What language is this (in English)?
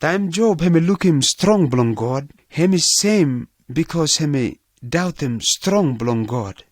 Pijin